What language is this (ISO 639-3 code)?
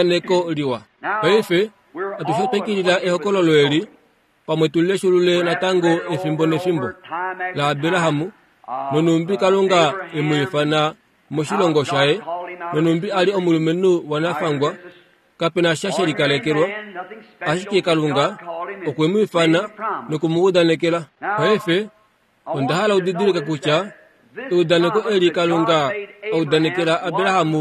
kua